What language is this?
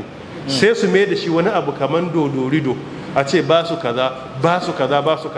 Hausa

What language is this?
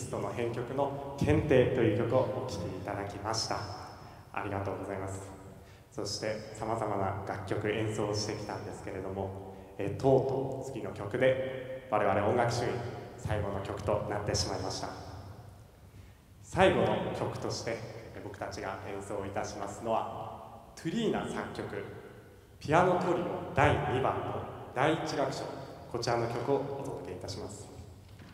Japanese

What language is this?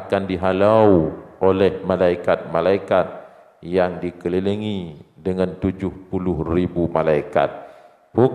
Achinese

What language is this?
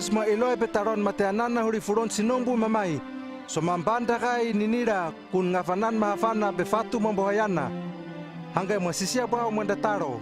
Hano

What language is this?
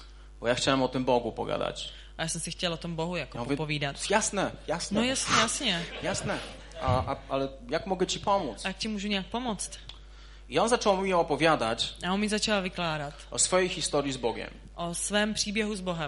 Polish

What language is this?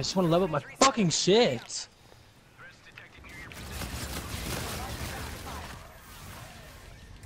English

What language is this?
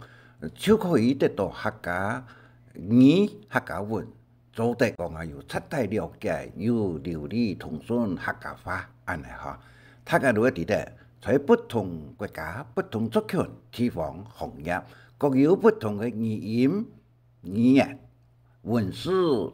Hakka Chinese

